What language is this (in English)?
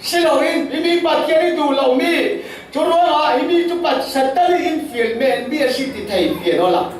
Falam Chin